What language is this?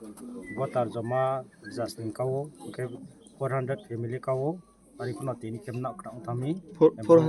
Kok Borok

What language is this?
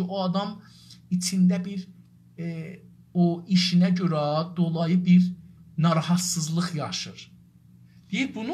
South Azerbaijani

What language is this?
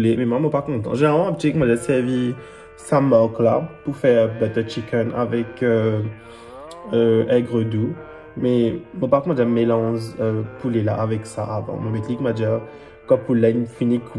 Morisyen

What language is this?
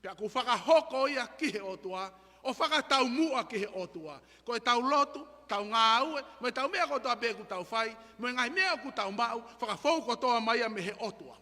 Tongan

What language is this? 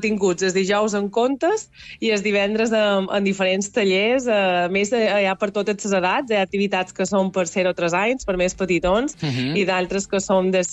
Catalan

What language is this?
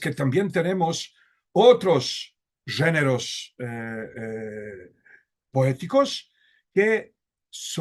Ladino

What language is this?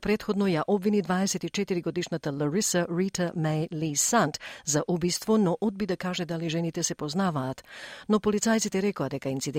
Macedonian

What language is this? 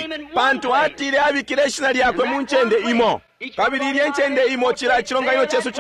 Bemba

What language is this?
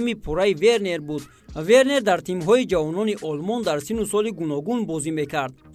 Tajik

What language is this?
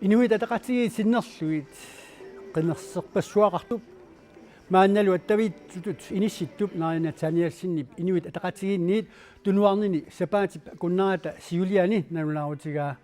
Kalaallisut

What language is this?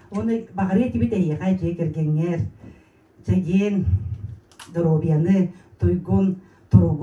Yakut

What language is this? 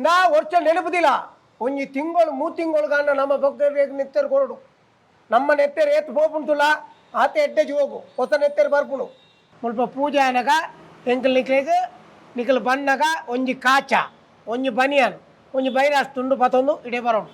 Tulu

